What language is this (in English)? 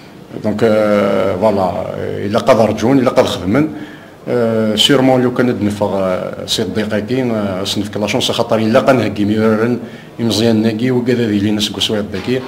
Kabyle